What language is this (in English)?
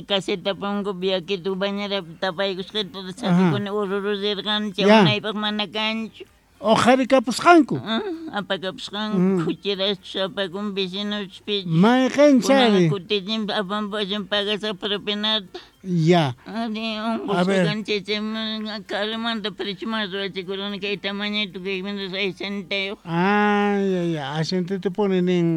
South Bolivian Quechua